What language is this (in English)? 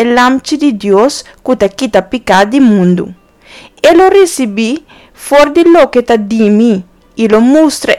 Papiamento